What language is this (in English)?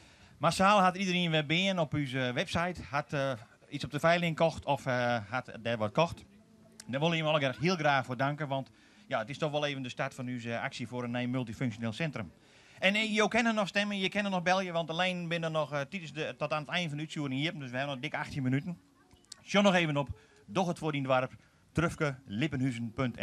Western Frisian